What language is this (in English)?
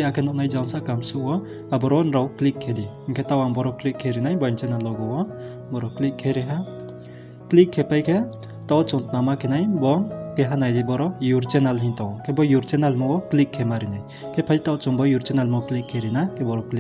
Riang (India)